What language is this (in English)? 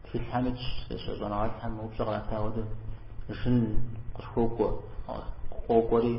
Kabardian